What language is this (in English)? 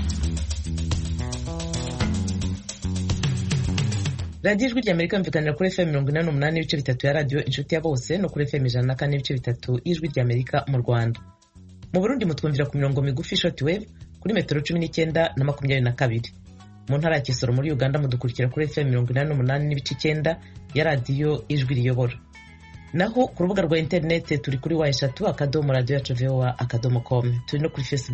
Kinyarwanda